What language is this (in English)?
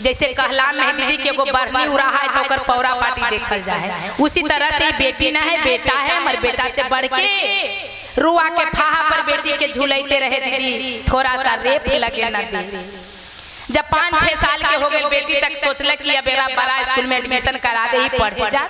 Magahi